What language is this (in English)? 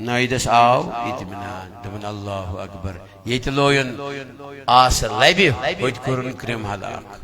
Kashmiri